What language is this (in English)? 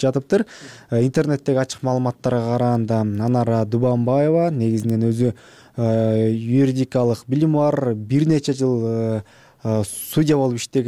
Kyrgyz